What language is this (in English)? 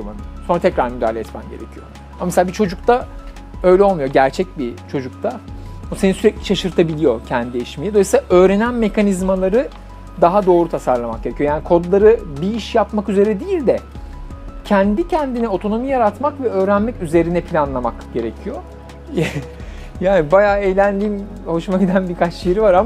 Turkish